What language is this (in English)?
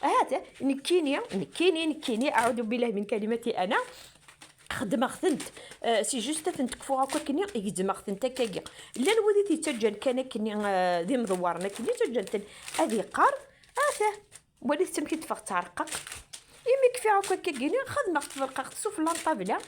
Kabyle